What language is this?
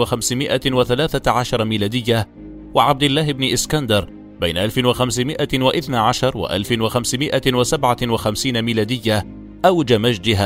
Arabic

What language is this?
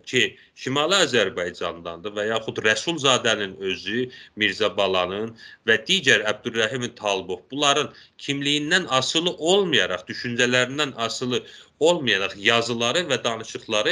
South Azerbaijani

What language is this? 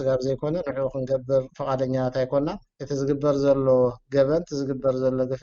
Tigrinya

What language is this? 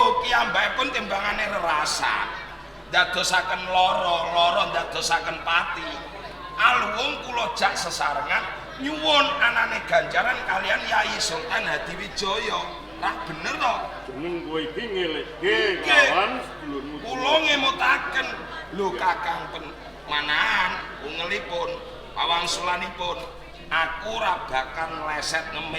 Javanese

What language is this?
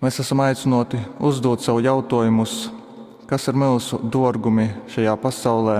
Latgalian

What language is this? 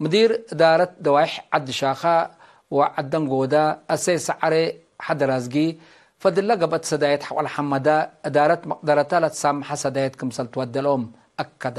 Tigre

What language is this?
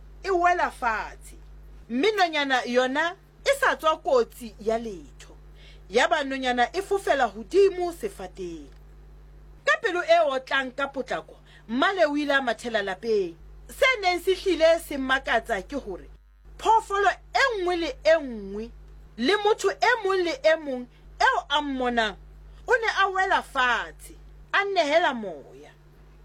Southern Sotho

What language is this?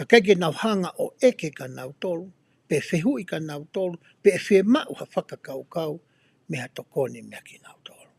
Tongan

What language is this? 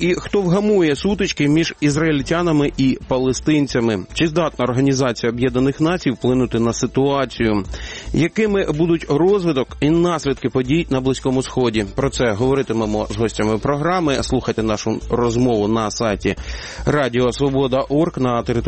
Ukrainian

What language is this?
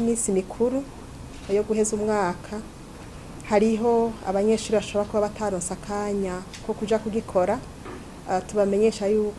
Rundi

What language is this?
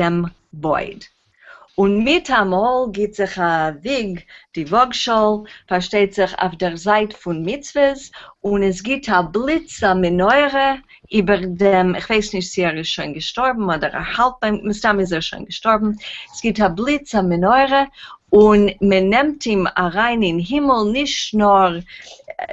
Yiddish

